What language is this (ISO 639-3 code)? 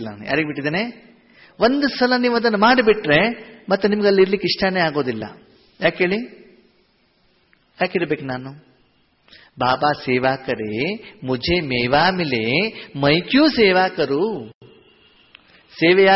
kan